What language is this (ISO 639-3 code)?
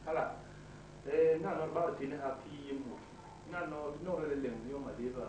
bas